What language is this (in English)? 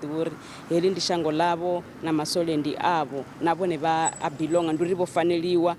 Venda